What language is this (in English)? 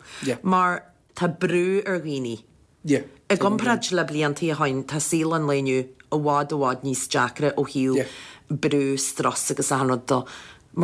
Irish